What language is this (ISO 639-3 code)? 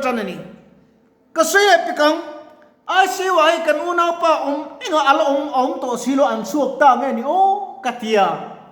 lus